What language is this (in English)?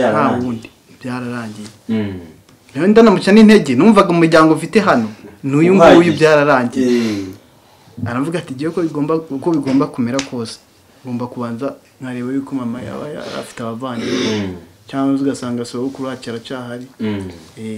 Kinyarwanda